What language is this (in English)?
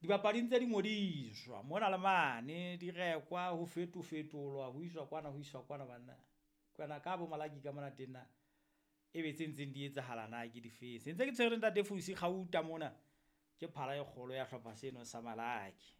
Southern Sotho